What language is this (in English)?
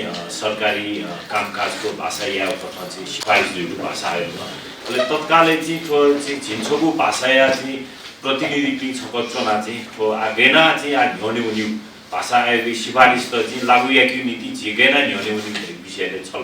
Newari